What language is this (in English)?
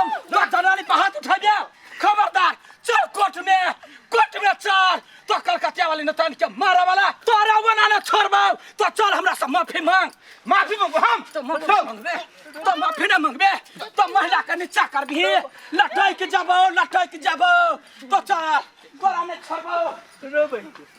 Maithili